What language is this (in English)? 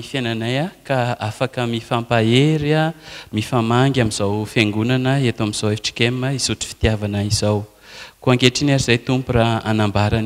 Malagasy